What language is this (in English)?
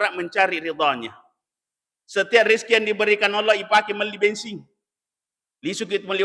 Buginese